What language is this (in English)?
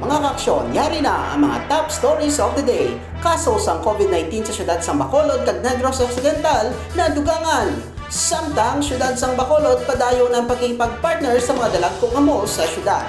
Hiligaynon